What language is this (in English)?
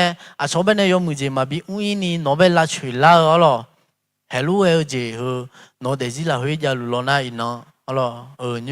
Akha